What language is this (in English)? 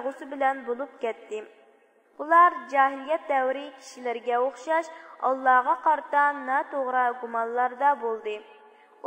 Uyghur